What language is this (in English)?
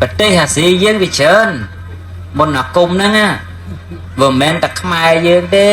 Khmer